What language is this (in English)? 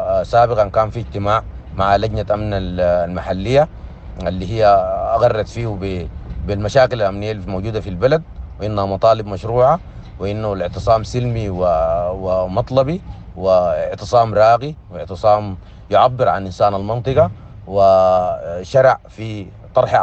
Sudanese Arabic